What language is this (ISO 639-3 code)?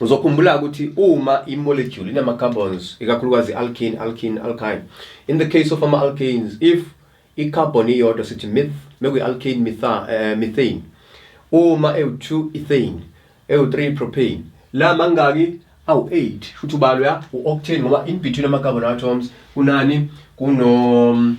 zul